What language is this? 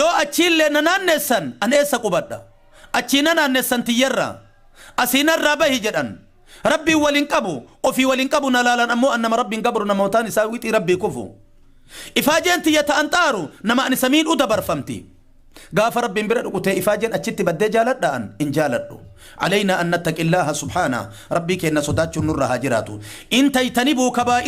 Oromo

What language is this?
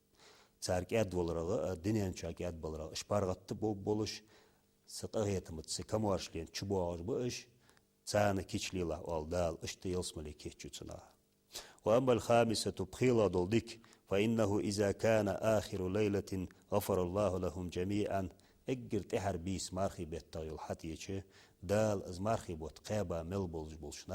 Ingush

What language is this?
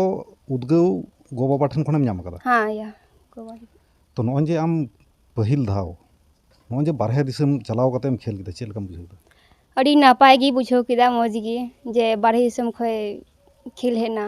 Santali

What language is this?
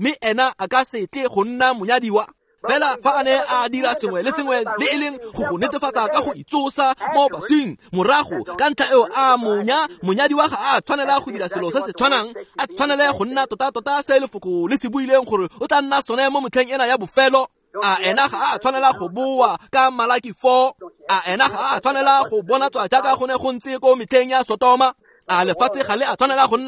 Tswana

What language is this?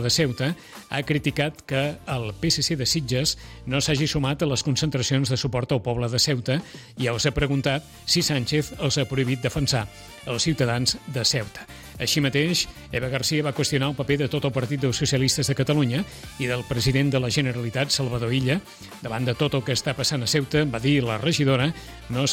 Catalan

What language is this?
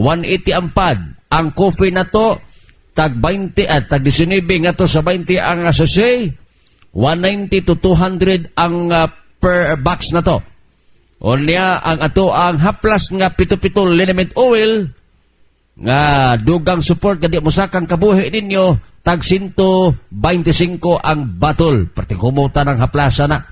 Cebuano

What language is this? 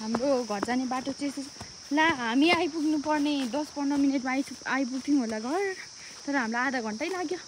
Nepali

